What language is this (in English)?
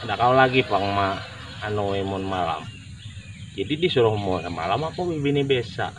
Banjar